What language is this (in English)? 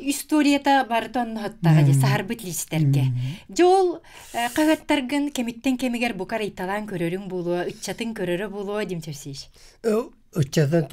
Yakut